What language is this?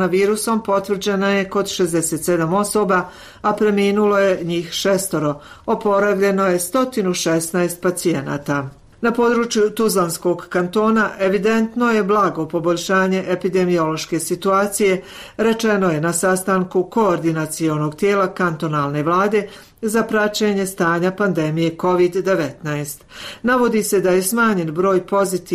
Bosnian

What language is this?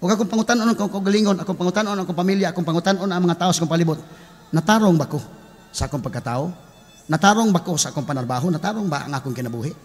Cebuano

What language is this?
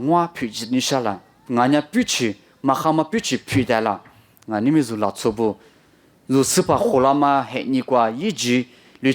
Lisu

